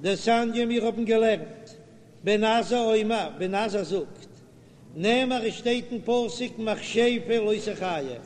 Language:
Yiddish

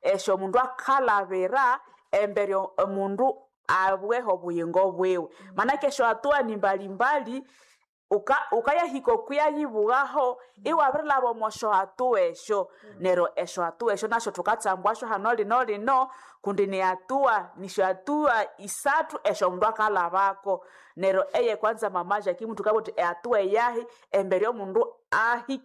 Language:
Nande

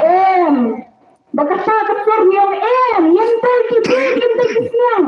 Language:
Khasi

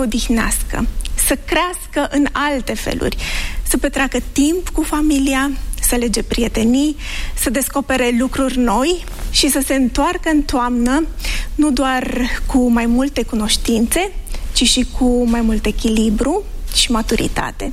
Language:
Romanian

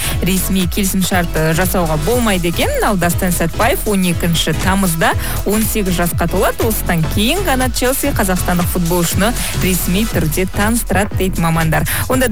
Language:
Kazakh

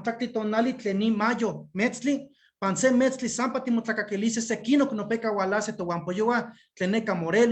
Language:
Eastern Huasteca Nahuatl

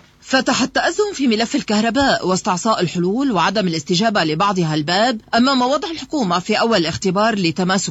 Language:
Arabic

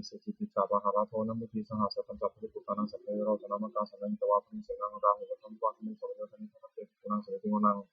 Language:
Pali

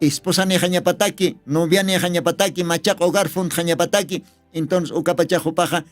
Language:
Aymara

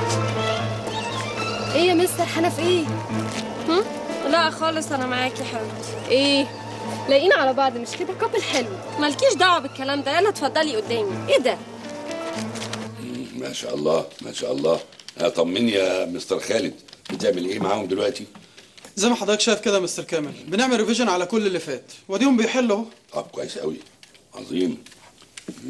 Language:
Egyptian Arabic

